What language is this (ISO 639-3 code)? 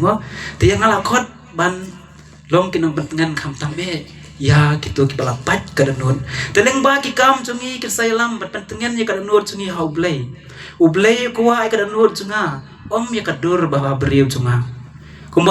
kha